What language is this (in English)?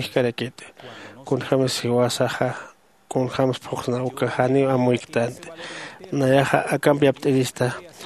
Aymara